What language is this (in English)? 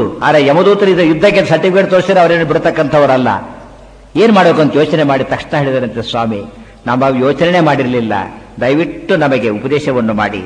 Kannada